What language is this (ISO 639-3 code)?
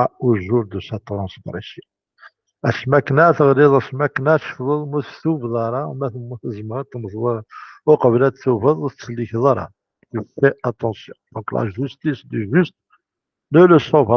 kab